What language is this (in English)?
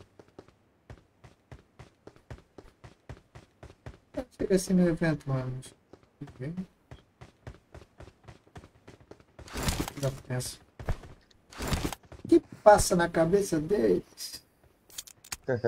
Portuguese